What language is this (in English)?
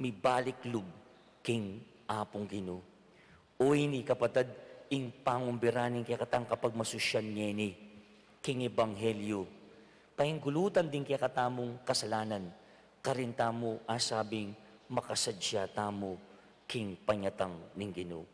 Pampanga